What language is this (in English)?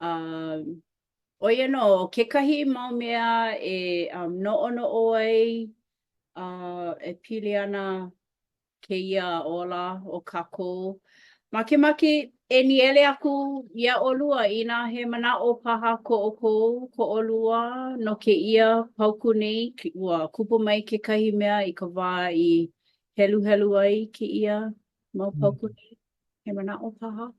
Hawaiian